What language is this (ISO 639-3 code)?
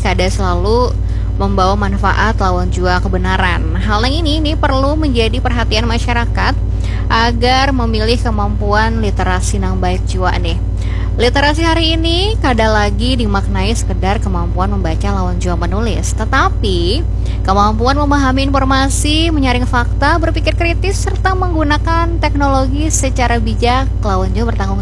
bjn